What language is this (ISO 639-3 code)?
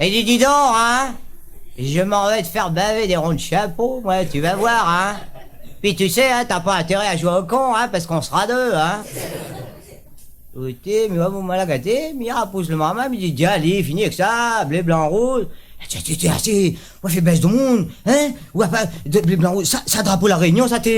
rcf